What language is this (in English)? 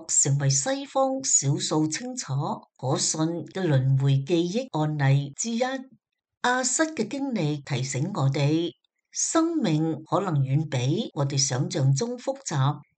Cantonese